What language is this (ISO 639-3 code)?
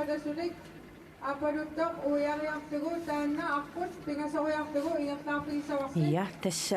kal